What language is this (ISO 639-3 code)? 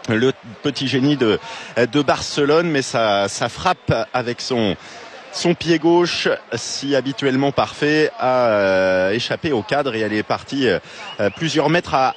fra